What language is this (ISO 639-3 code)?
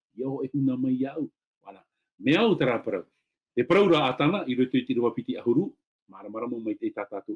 tah